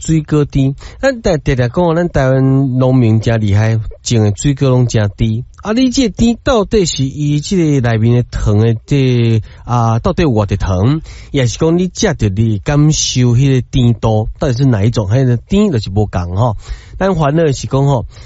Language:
Min Nan Chinese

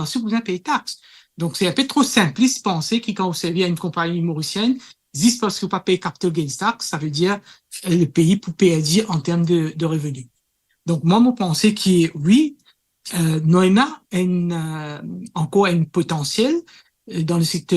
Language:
Morisyen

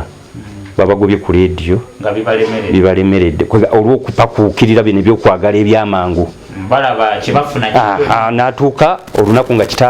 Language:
Ganda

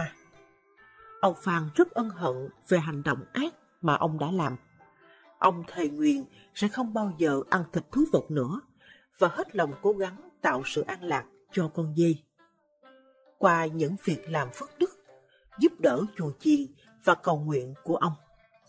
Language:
Vietnamese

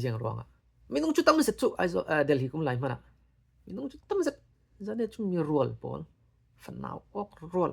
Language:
Falam Chin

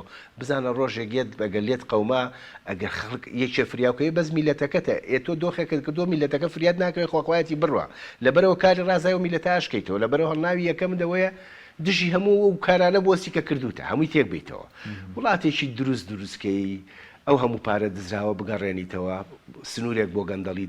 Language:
Central Kurdish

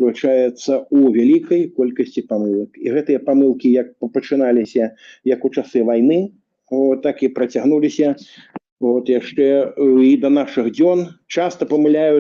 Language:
Belarusian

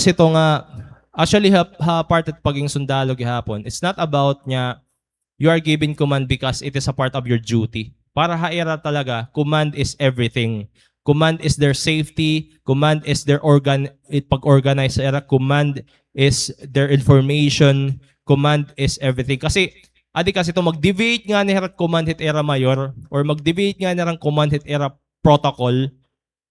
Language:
Waray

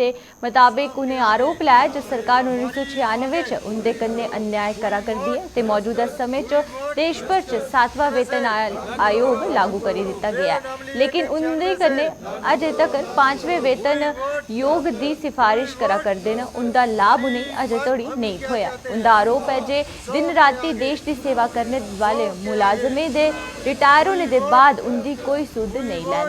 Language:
Dogri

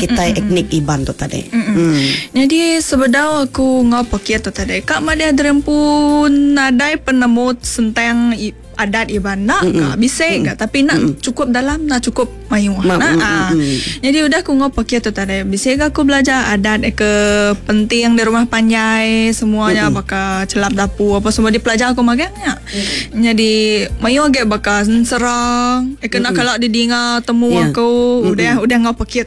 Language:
Iban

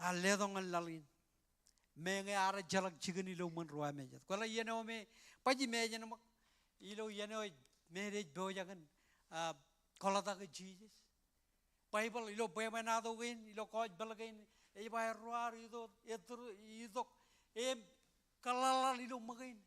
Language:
Marshallese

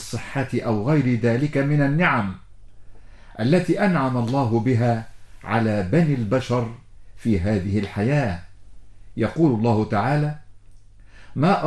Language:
Arabic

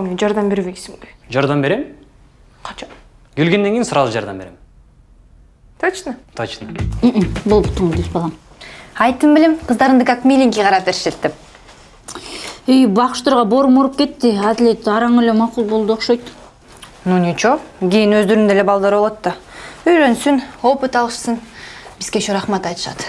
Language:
Kyrgyz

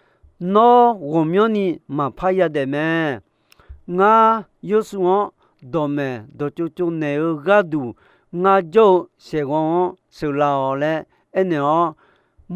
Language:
Akha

